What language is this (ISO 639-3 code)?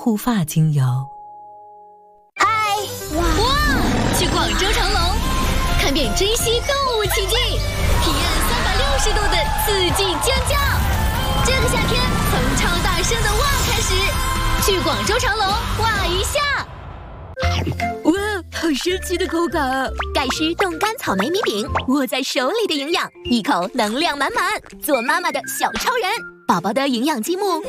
zho